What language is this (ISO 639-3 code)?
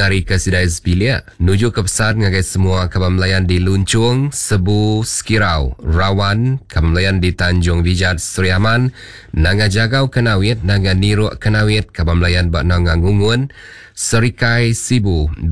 iba